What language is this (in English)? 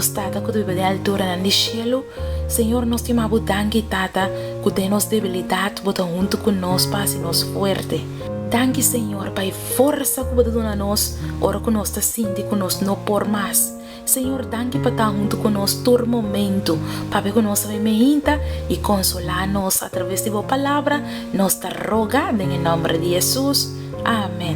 Papiamento